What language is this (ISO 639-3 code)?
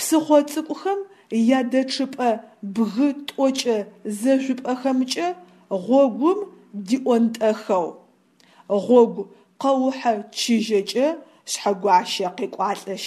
ady